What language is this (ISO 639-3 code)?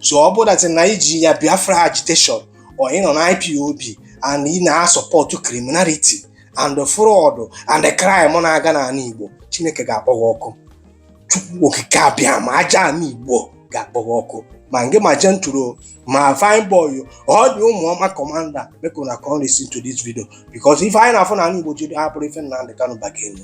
ibo